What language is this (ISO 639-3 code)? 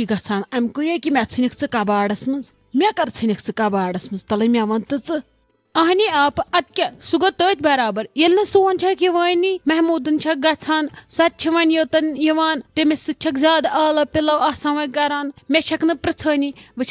kas